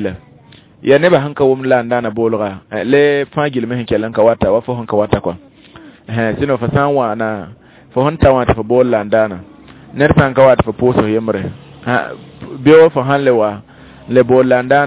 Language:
Mossi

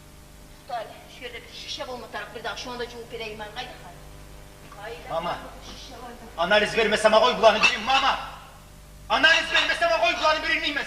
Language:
Kumyk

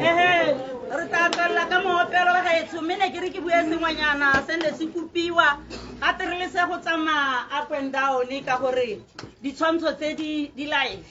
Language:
Tswana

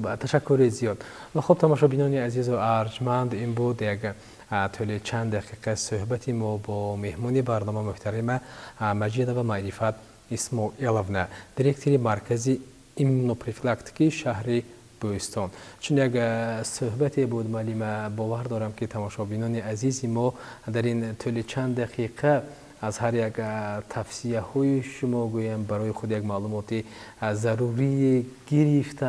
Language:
Tajik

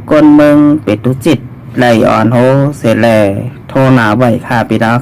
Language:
Shan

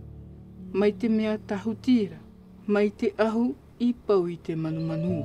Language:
Tahitian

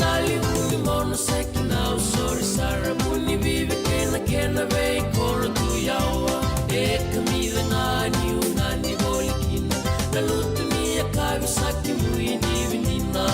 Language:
Fijian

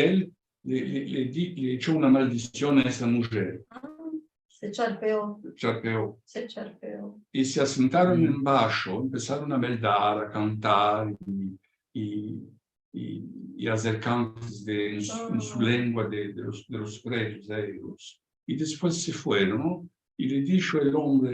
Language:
Ladino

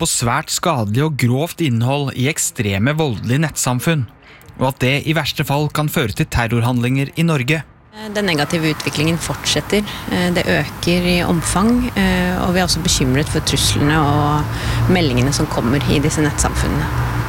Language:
Norwegian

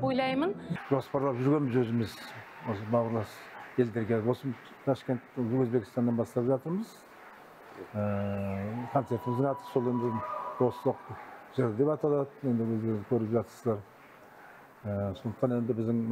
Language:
Kazakh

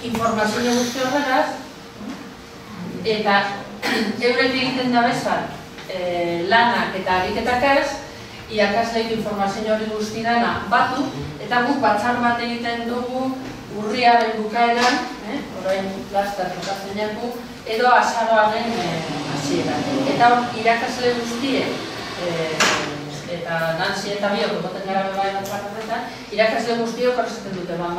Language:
Basque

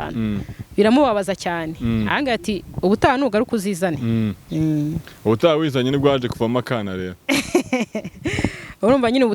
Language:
Kinyarwanda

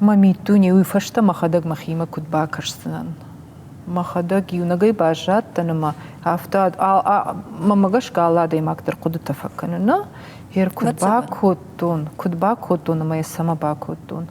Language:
Ossetic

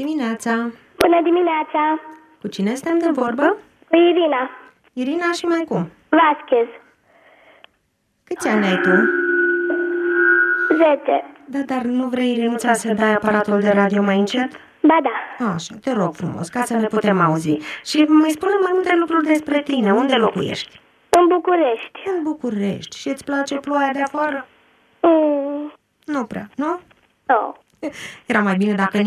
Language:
Romanian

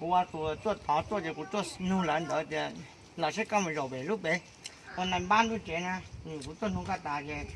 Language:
Hmong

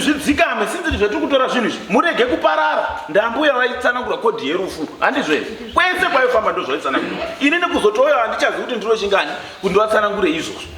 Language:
Shona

